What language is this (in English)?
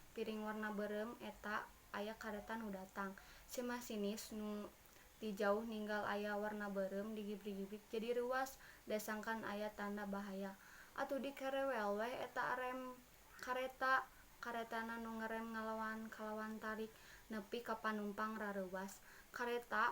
Sundanese